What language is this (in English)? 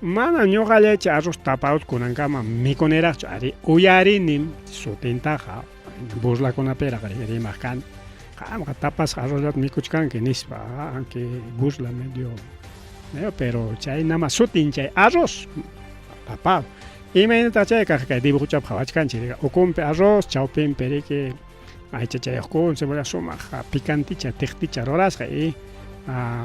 Ayacucho Quechua